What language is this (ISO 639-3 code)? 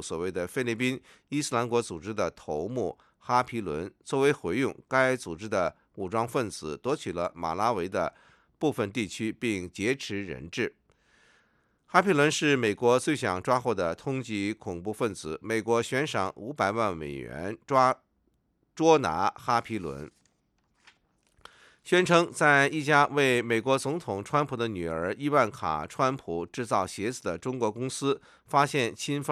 zho